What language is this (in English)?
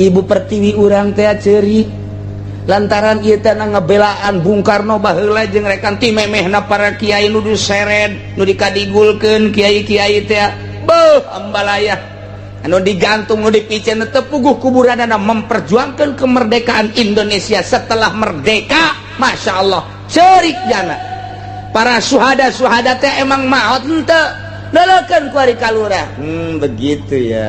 Sundanese